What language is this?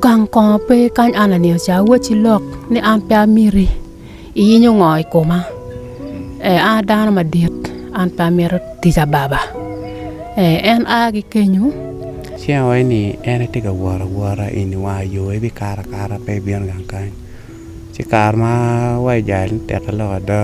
Acoli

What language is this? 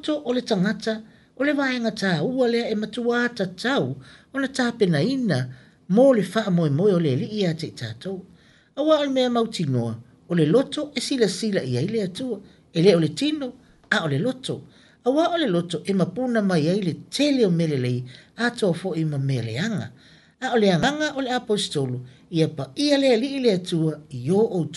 Samoan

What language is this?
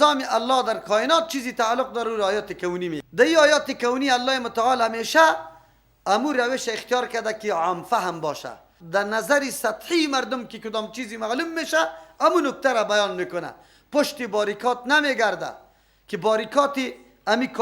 Persian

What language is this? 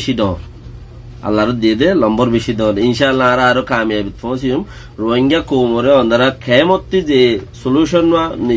Rohingya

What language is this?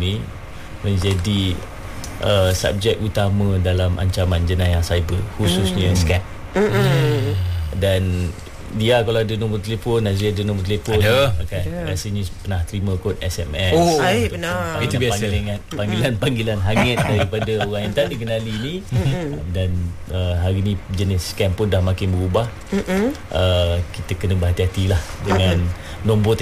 Malay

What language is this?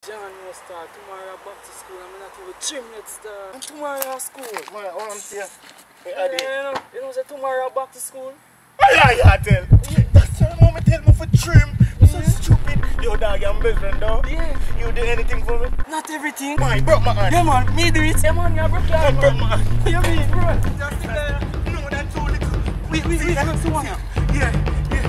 Jamaican Creole English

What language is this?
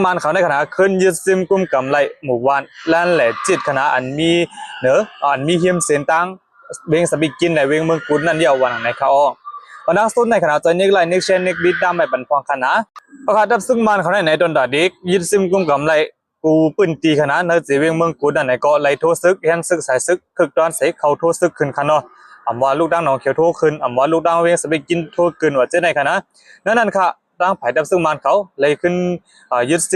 Shan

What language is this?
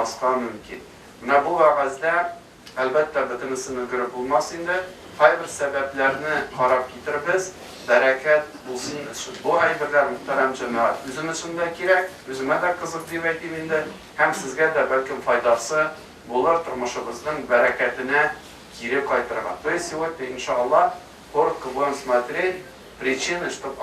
Tatar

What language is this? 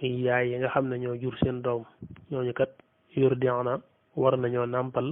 Wolof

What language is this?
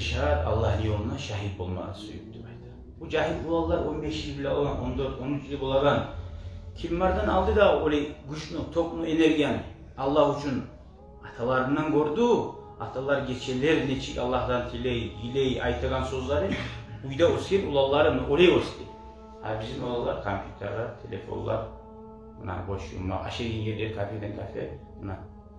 Kumyk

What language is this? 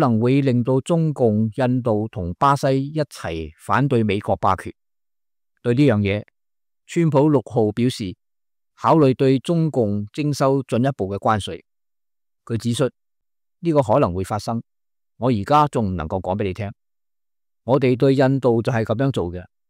Cantonese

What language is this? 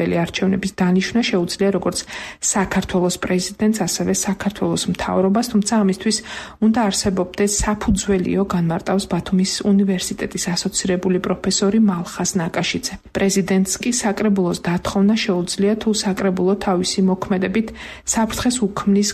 Georgian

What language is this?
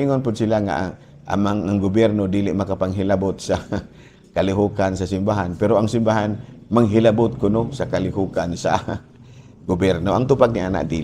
Cebuano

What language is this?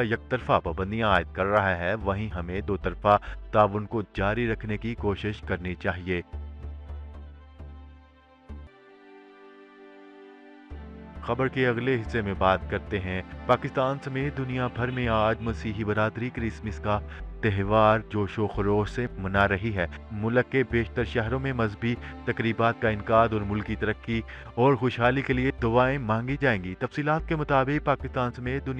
Urdu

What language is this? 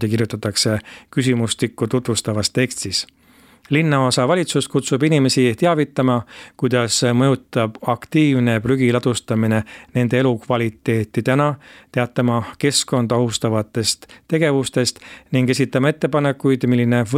Estonian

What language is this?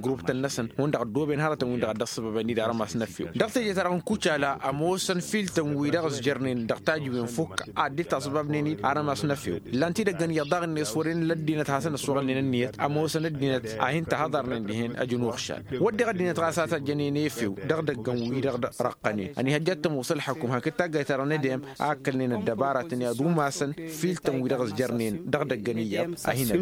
Tamasheq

